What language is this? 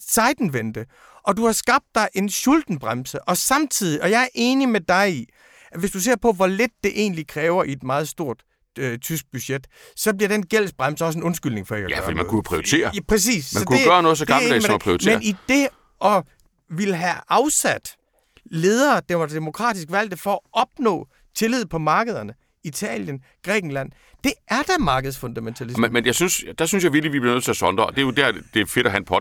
Danish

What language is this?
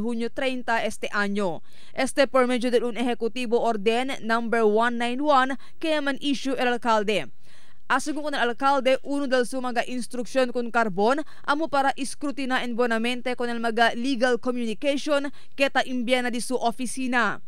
Chavacano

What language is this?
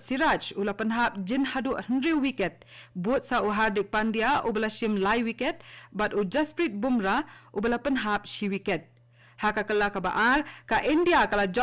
Khasi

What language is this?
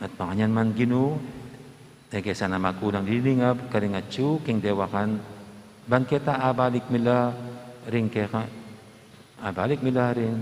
Pampanga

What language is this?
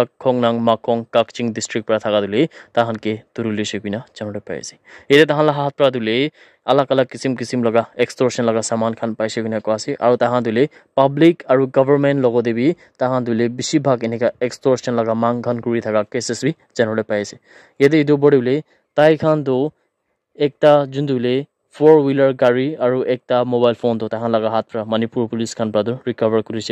Naga Pidgin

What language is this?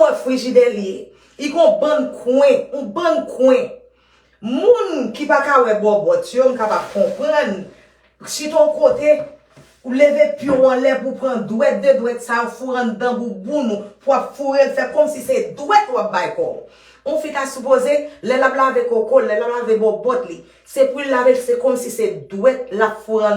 Haitian Creole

